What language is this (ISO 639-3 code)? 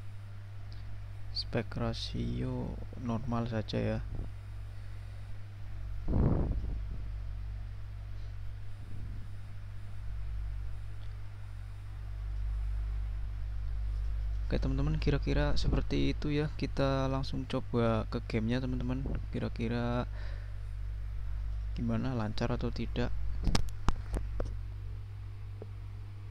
ind